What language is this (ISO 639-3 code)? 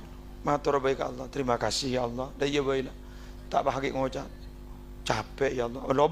mad